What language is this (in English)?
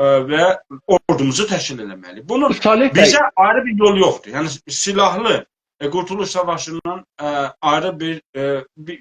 South Azerbaijani